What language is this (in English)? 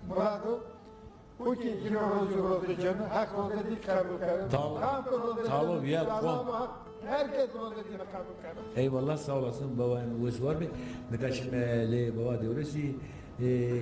Zaza